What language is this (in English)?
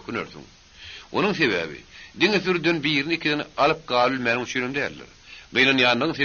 Turkmen